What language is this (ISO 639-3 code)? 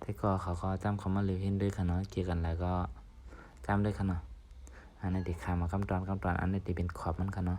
shn